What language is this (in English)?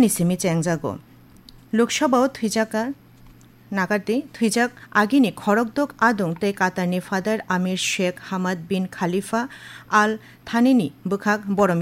Kok Borok